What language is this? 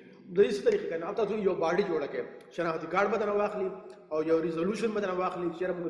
Pashto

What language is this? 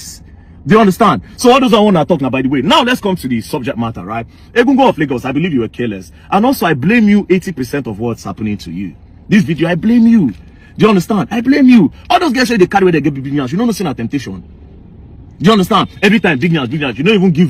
Nigerian Pidgin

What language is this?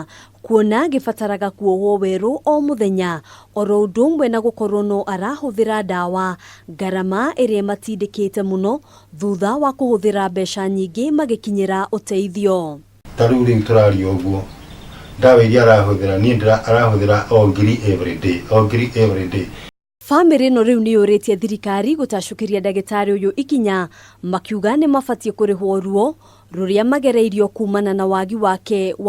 Kikuyu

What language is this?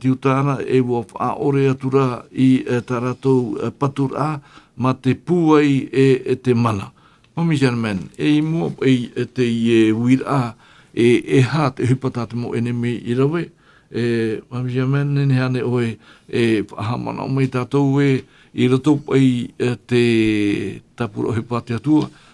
Tahitian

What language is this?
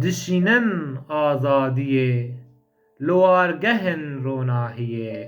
Kurdish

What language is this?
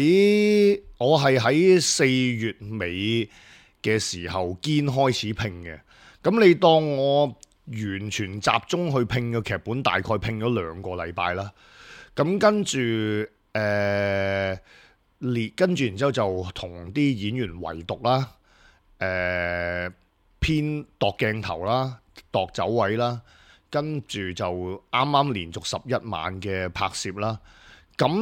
Cantonese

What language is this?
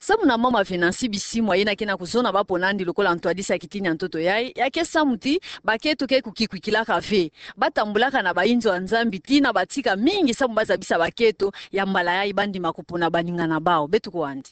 Kituba (Democratic Republic of Congo)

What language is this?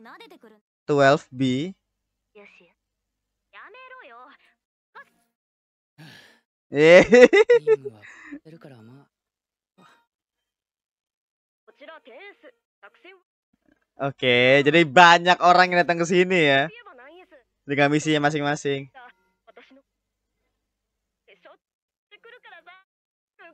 Indonesian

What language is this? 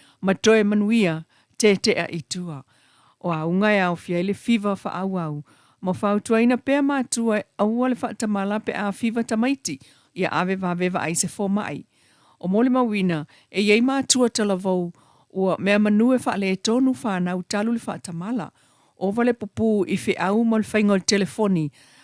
Samoan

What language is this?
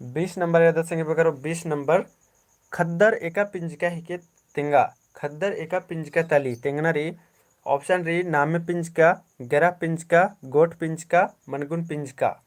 Kurukh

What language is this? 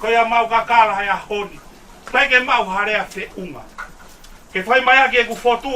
Tongan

